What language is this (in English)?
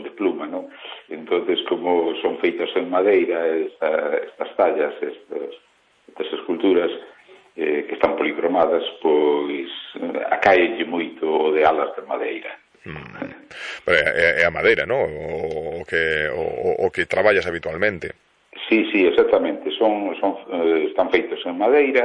Galician